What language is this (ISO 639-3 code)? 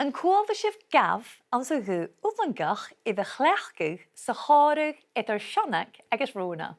gla